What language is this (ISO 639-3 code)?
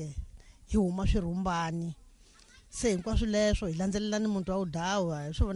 tso